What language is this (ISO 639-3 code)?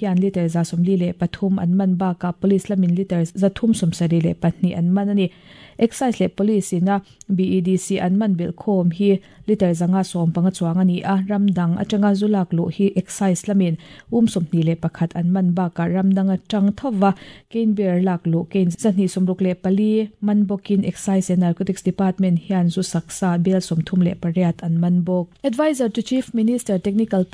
lus